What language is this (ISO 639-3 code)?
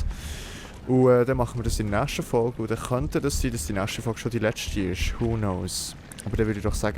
gsw